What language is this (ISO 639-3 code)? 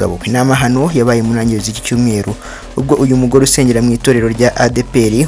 kin